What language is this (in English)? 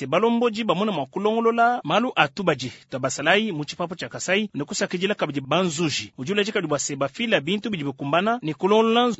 Luba-Lulua